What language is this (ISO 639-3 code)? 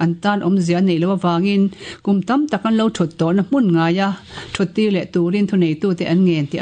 lus